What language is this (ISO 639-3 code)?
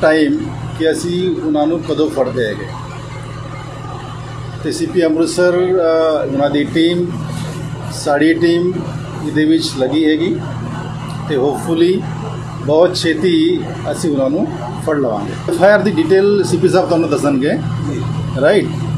pan